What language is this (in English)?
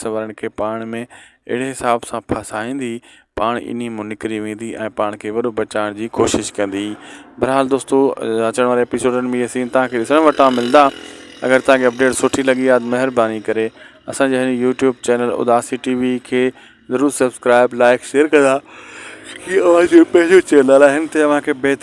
Sindhi